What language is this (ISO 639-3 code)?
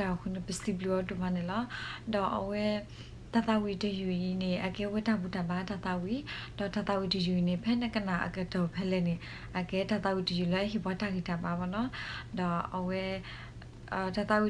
ksw